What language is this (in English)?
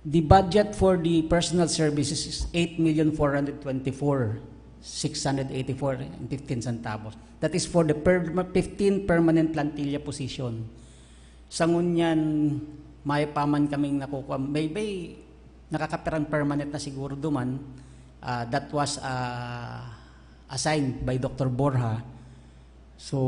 Bikol